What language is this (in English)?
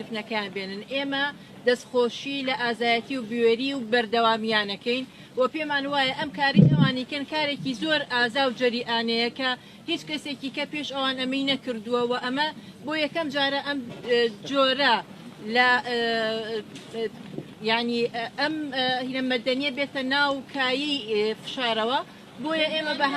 Central Kurdish